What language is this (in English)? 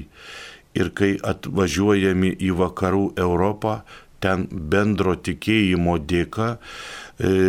Lithuanian